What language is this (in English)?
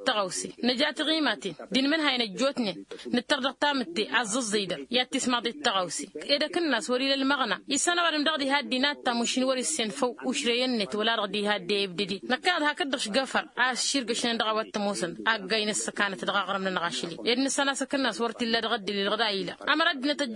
Tamasheq